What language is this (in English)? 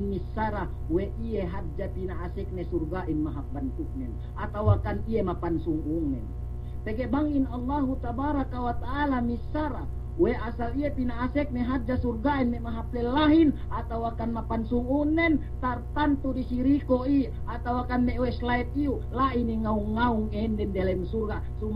Yakan